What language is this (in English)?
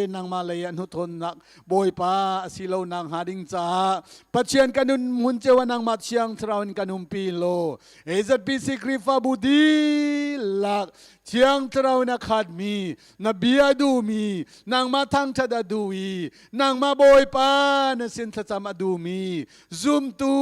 Hakha Chin